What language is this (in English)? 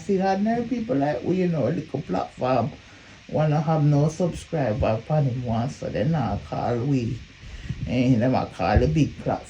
Jamaican Creole English